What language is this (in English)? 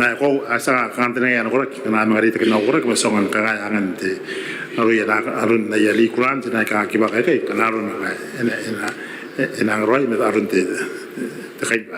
Gilbertese